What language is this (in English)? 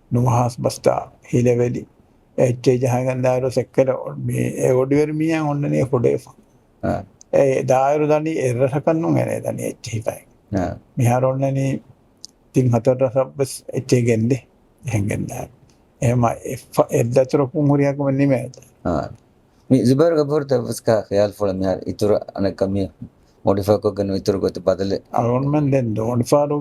Divehi